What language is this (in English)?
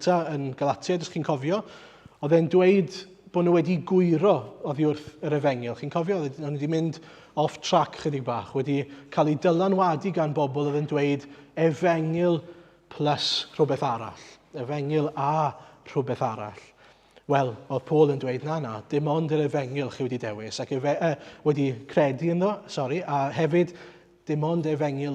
Welsh